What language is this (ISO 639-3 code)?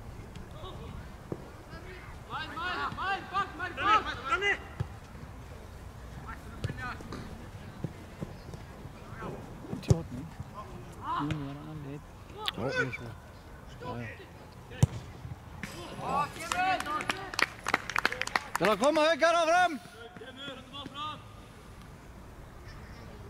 isl